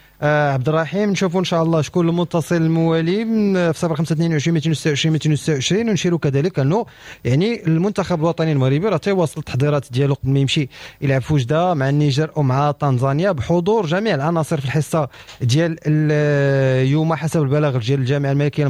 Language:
Moroccan Arabic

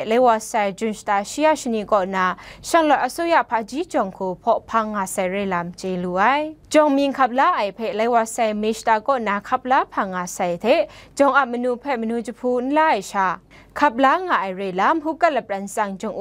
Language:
Kachin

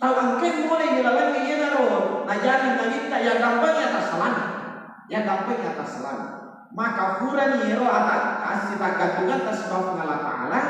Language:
Buginese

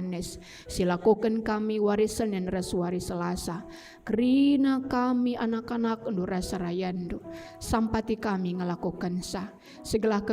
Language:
Batak Karo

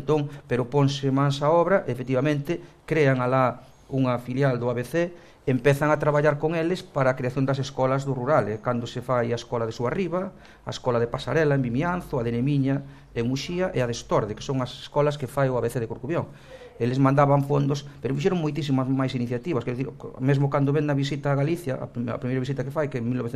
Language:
Galician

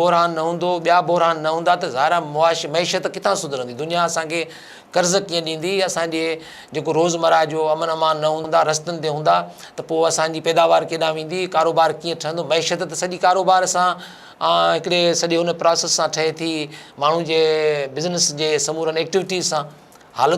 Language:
Sindhi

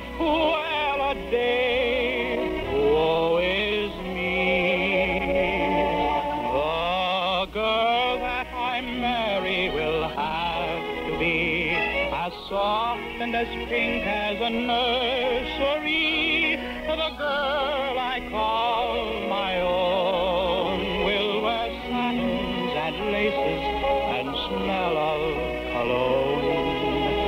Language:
English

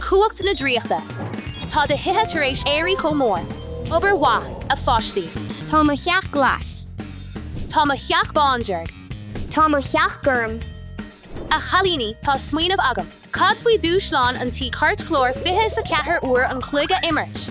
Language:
Irish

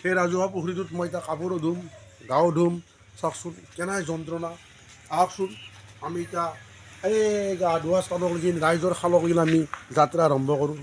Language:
Assamese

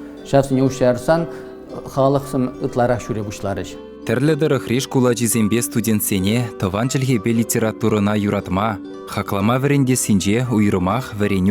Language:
Chuvash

